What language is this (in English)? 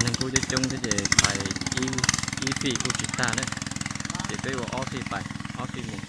Hmong